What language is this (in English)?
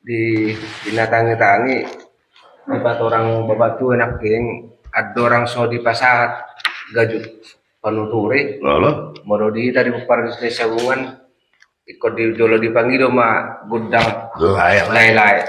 Batak Toba